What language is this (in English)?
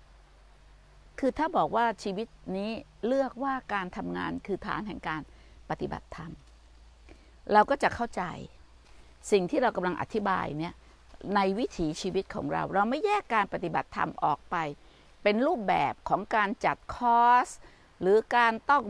Thai